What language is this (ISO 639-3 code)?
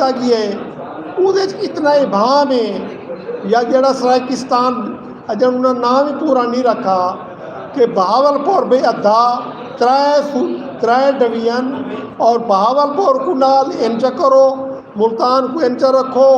skr